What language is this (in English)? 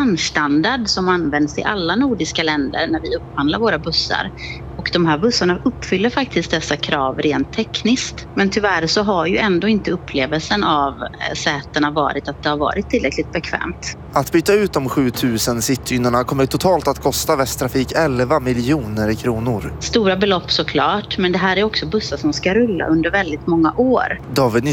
Swedish